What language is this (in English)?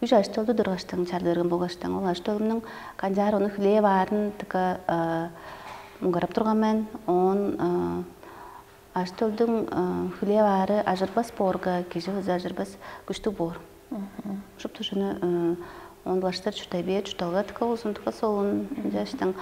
Tuvinian